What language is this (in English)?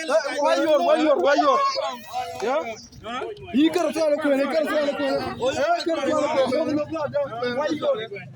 Acoli